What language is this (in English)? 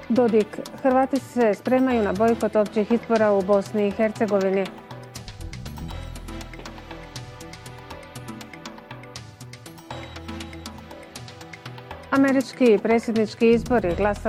Bosnian